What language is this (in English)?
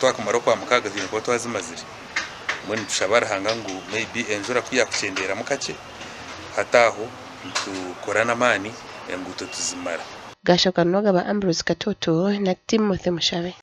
Nyankole